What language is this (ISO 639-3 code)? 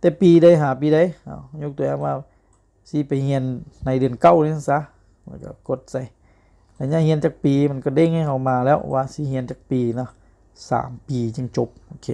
lao